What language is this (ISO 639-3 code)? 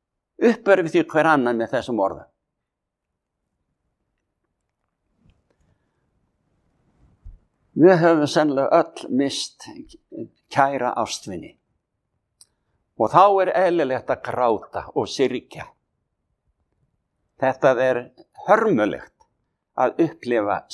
isl